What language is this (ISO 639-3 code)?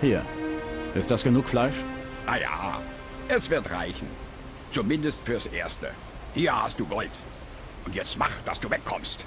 bar